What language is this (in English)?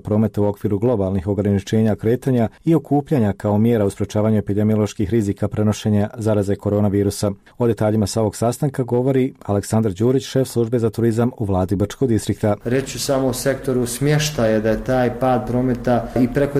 Bosnian